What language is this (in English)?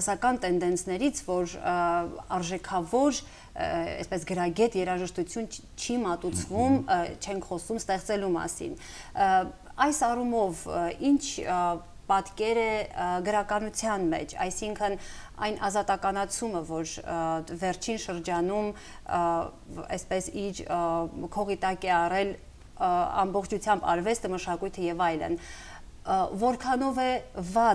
Armenian